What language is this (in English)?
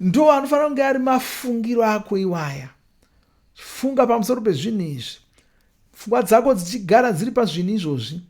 Shona